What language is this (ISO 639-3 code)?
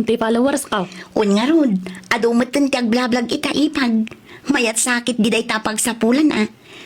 ilo